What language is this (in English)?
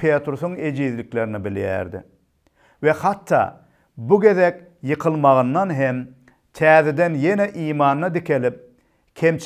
Turkmen